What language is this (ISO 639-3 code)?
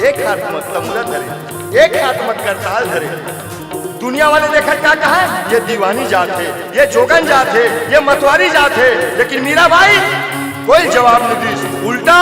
hne